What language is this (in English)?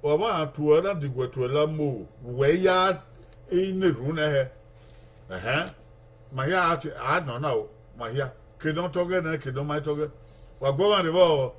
Bini